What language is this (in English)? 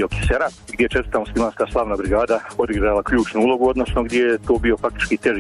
Bosnian